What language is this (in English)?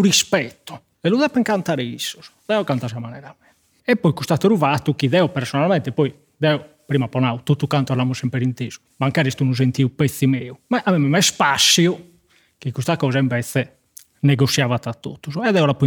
Sardinian